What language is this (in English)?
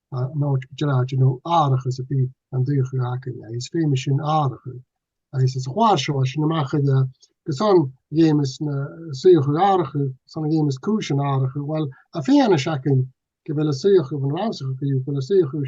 Scottish Gaelic